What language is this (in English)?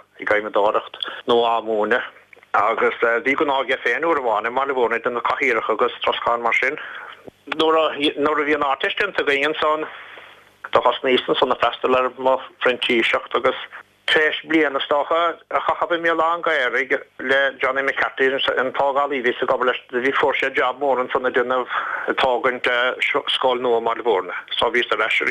Irish